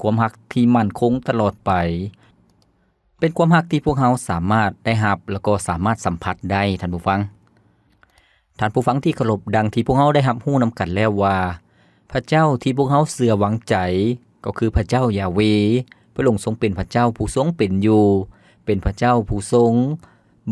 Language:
Lao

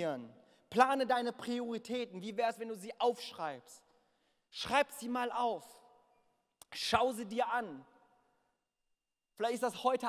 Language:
German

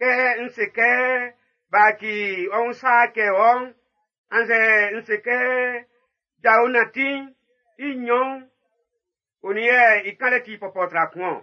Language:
Baoulé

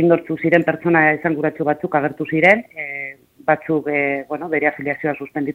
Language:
Basque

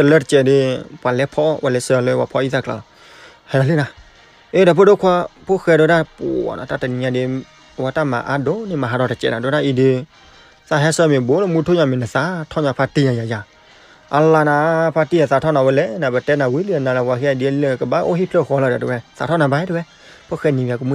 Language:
S'gaw Karen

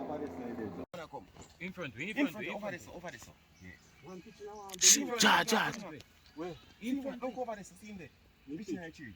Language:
Jamaican Creole English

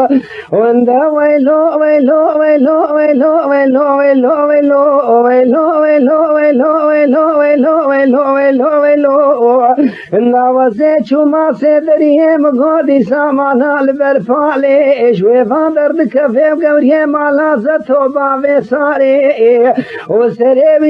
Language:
Kurdish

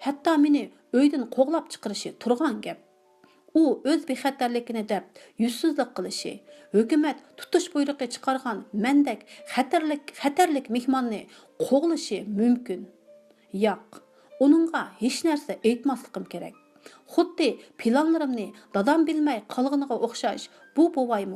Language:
Uyghur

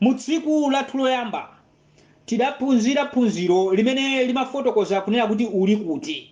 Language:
Nyanja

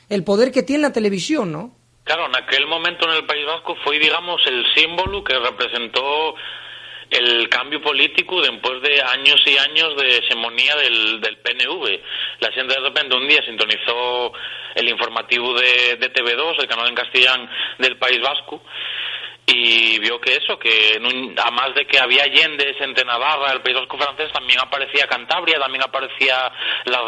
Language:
Asturian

